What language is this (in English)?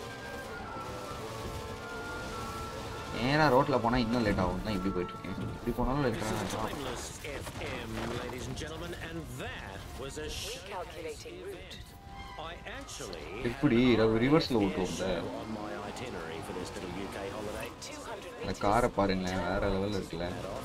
Tamil